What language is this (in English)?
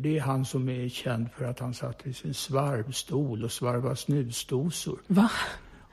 Swedish